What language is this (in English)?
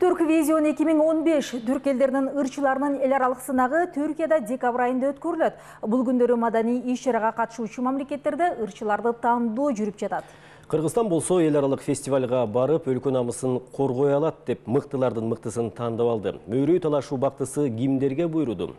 Kyrgyz